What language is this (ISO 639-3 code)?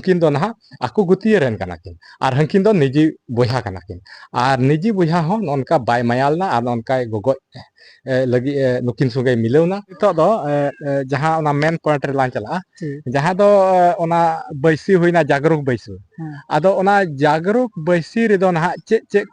sat